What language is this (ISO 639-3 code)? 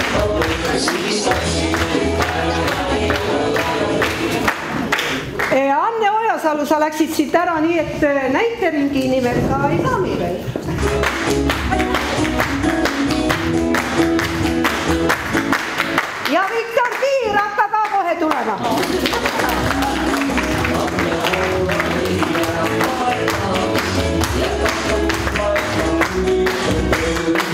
est